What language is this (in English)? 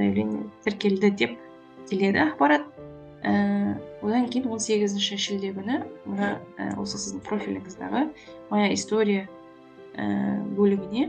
Kazakh